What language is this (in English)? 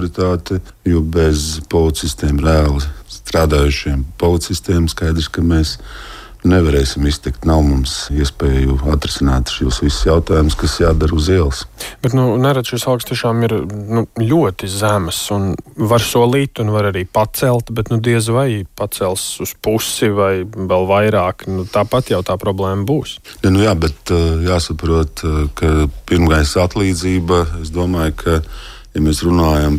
Latvian